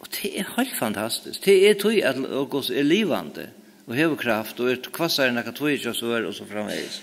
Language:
Faroese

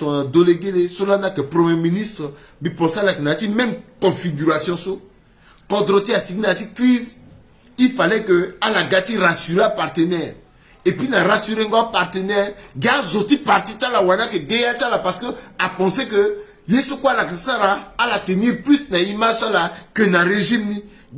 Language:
Sango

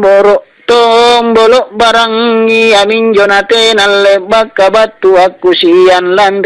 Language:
Makasar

